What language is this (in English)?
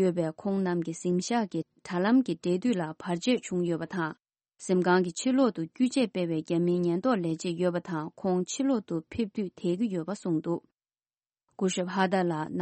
Tibetan